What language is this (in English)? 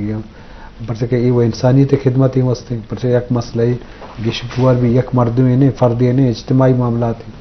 Eastern Balochi